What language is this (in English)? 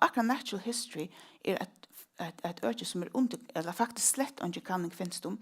Faroese